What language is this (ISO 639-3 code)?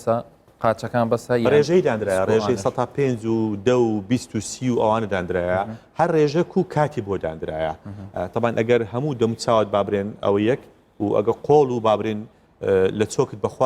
ckb